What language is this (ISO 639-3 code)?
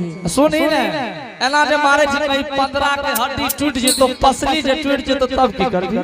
anp